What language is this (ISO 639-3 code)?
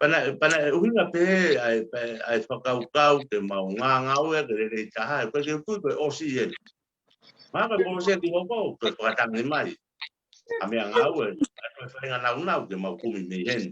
ton